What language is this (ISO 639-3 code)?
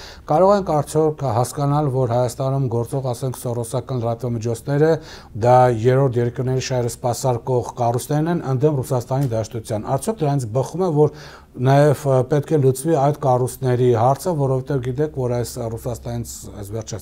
hye